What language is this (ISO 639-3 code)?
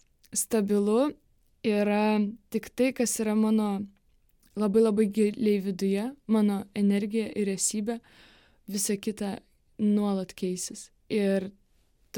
lit